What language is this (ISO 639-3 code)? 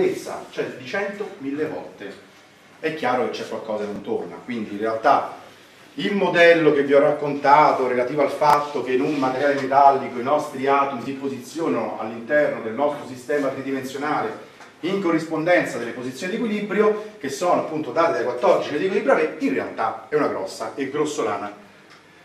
ita